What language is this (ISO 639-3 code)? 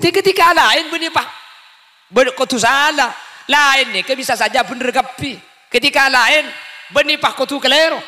mad